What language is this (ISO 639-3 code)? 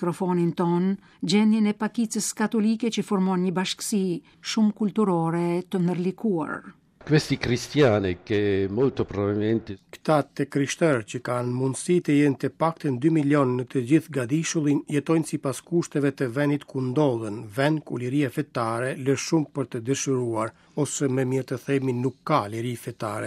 sqi